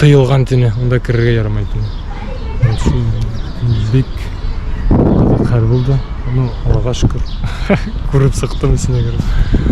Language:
Bashkir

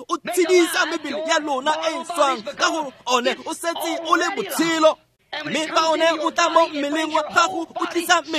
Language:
Tswana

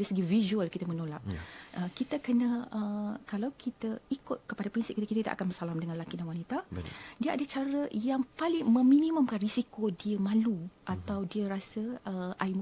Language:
Malay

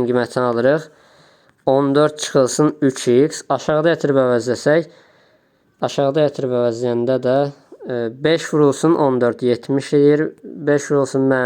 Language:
Azerbaijani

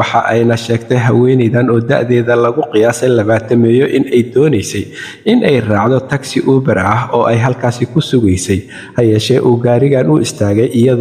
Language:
Somali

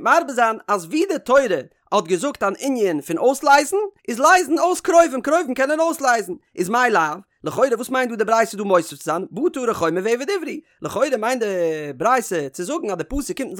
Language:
Yiddish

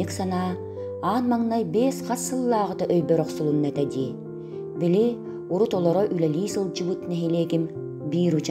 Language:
Yakut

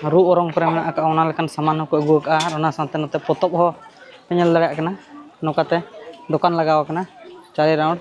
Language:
Santali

